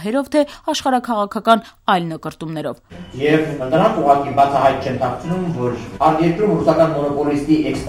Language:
Armenian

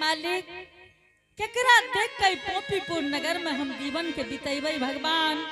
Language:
Angika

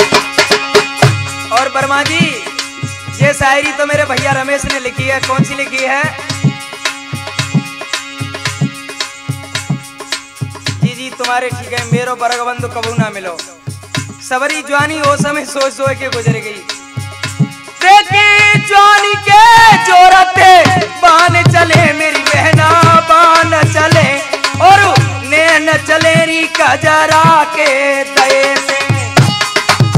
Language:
Hindi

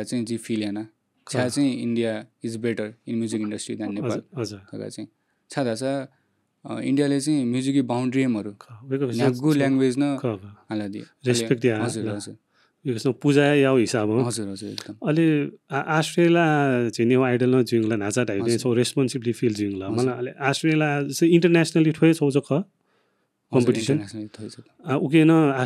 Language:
Newari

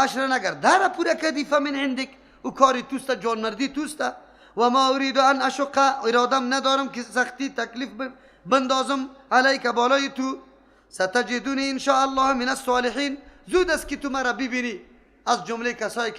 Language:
Persian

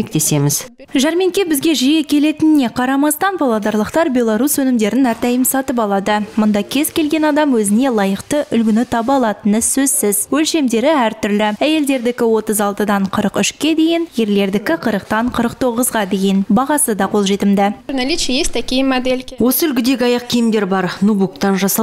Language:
Kazakh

